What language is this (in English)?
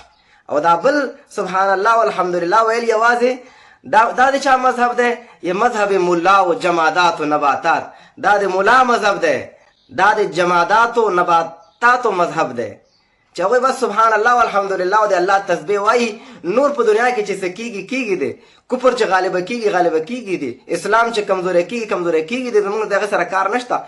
Pashto